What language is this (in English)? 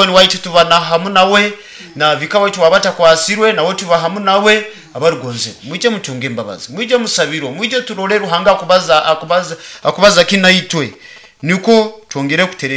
Nyoro